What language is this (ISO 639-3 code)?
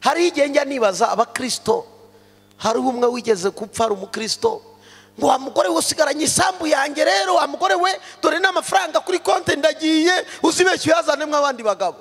kin